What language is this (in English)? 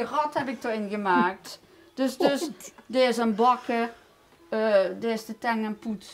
Limburgish